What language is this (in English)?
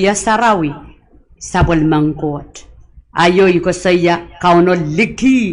Pohnpeian